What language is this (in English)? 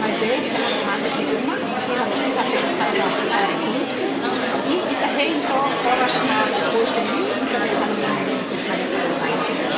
Tetum